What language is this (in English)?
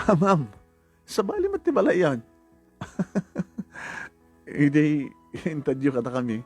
Iloko